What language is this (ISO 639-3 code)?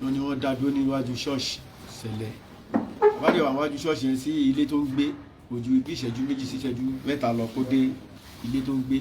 yor